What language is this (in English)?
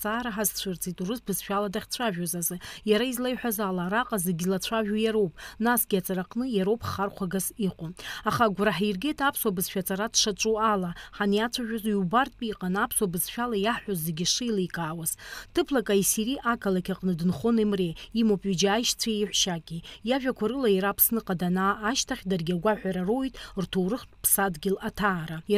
Abkhazian